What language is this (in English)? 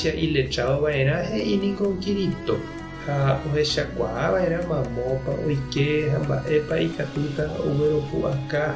Guarani